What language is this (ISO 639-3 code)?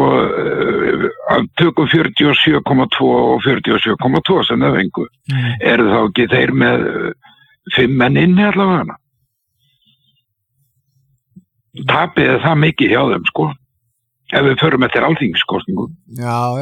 isl